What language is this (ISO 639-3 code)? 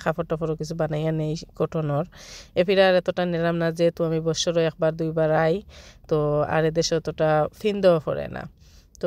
syl